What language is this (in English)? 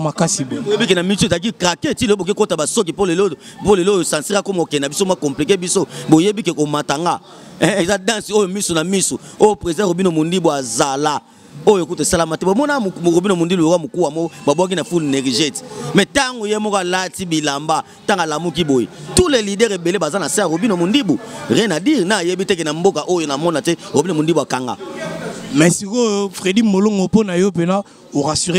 Lingala